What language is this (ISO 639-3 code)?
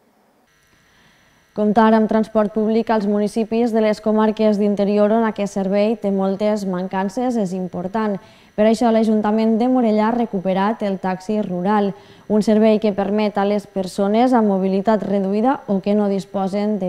cat